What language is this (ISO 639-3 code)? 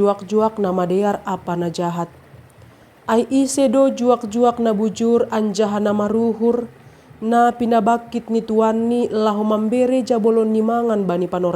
bts